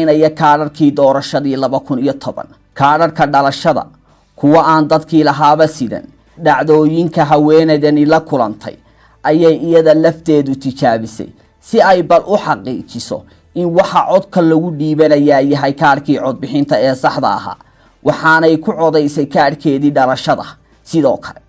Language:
Somali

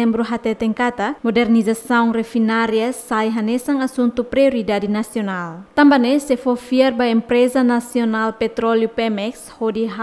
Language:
Tetum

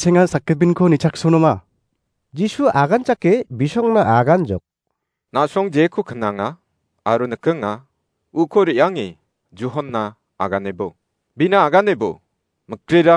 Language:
Garo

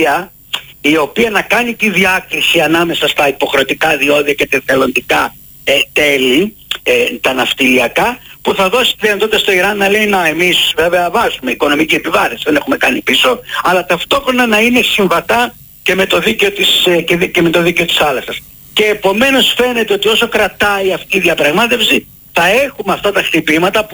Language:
Greek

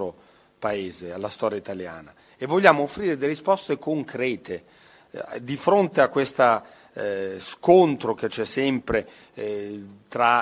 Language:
Italian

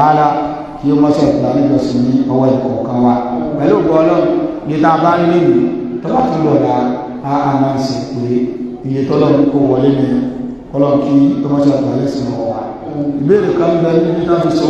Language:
Yoruba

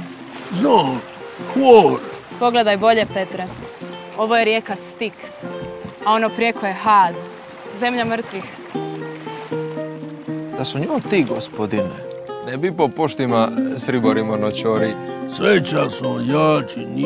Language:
Croatian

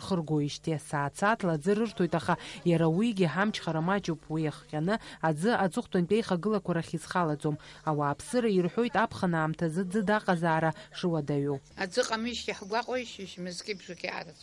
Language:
Abkhazian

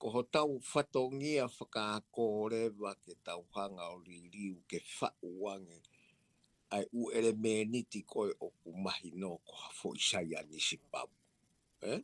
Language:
Tongan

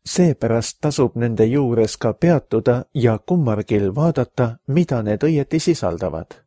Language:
Estonian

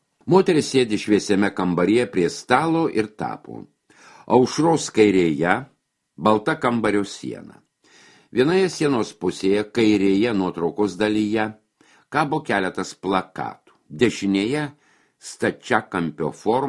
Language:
Lithuanian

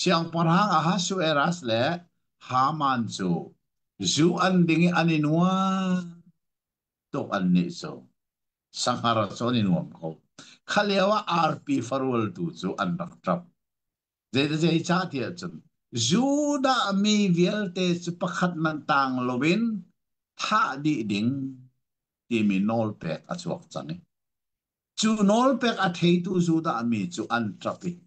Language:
Hakha Chin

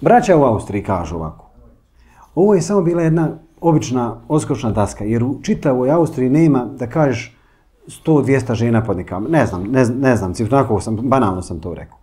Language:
Bosnian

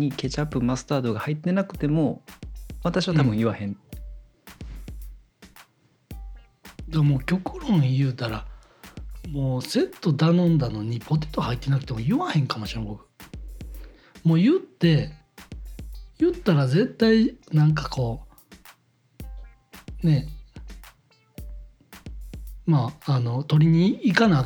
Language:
Japanese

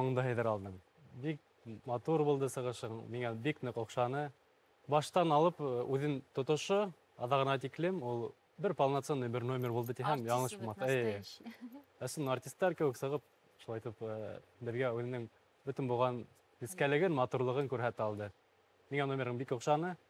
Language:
Bashkir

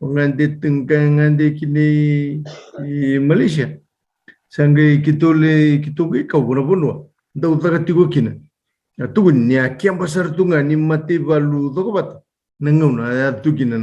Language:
Fijian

